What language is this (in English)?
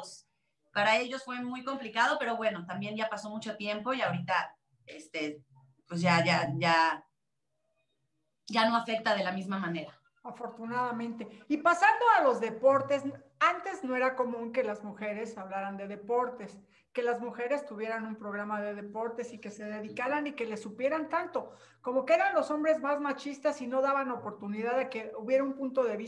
Spanish